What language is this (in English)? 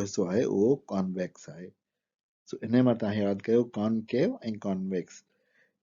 Sindhi